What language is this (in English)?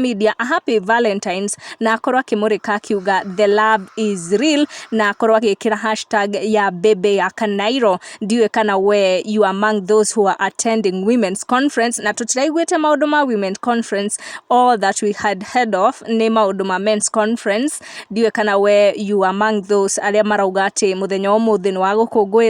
Kikuyu